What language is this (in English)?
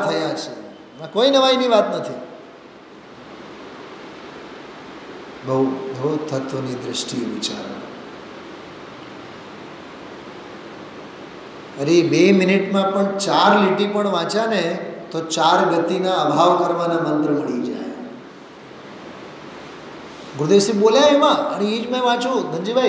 Gujarati